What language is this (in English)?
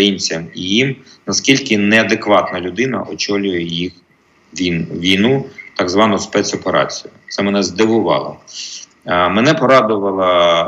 Ukrainian